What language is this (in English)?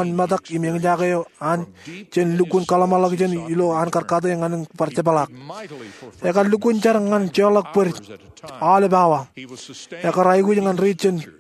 Marshallese